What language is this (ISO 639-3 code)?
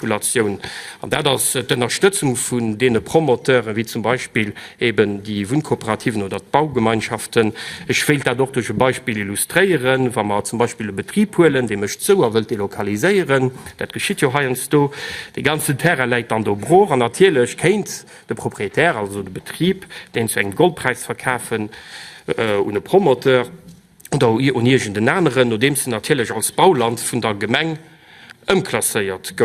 ltz